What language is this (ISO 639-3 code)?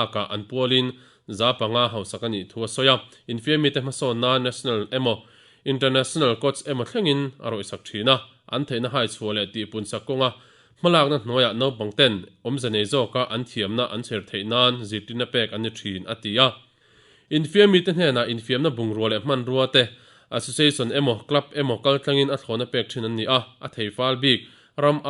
lus